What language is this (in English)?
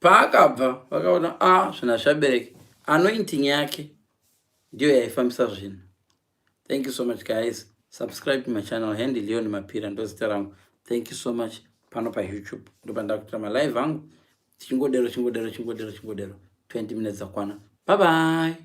Shona